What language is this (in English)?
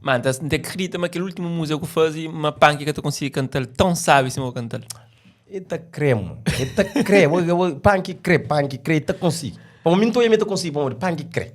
Kabuverdianu